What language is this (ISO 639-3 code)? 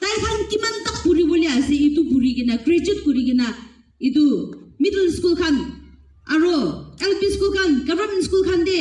nag